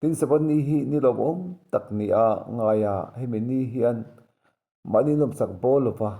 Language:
Mizo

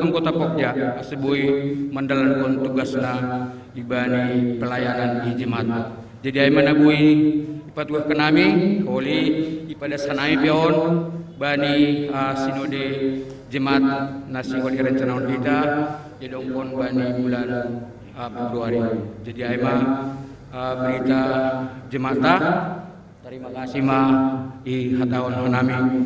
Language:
Batak Simalungun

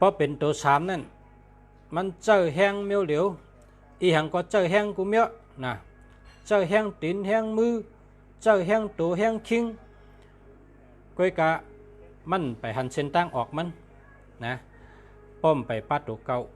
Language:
Shan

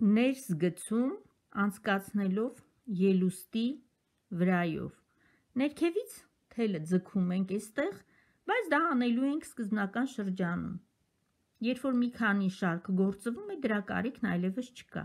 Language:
Armenian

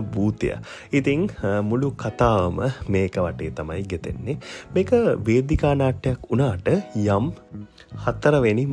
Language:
Sinhala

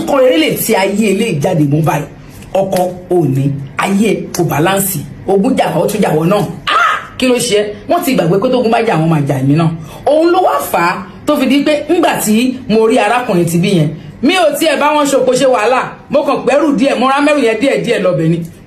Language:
Yoruba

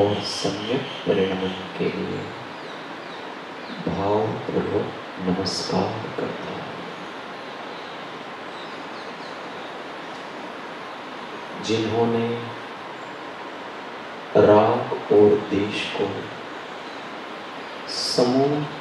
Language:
Hindi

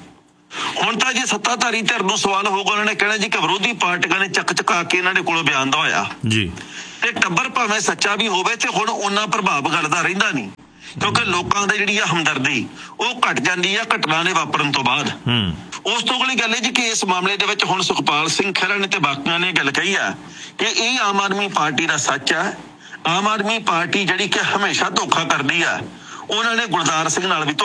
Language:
Punjabi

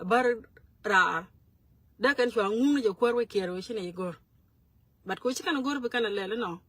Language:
Nuer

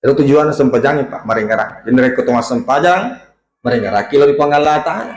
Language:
Buginese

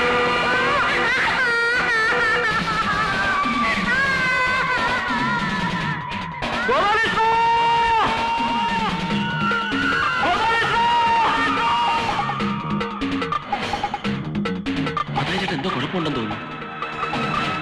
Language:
Malayalam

